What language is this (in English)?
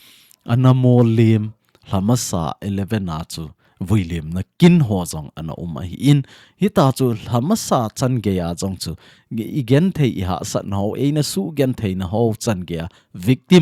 Thado Chin